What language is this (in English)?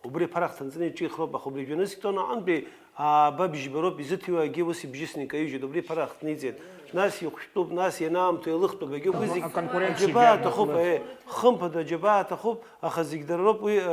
Abkhazian